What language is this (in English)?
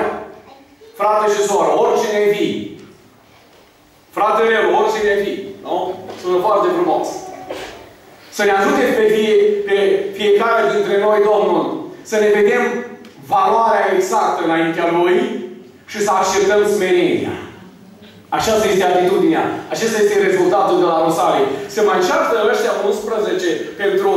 Romanian